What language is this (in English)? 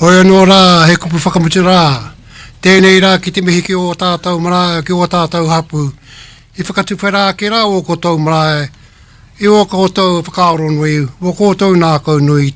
Māori